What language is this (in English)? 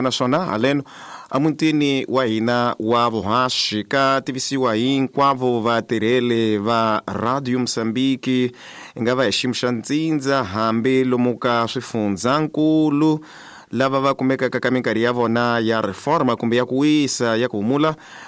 Tsonga